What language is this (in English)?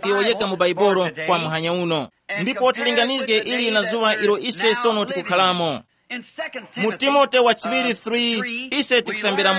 Tumbuka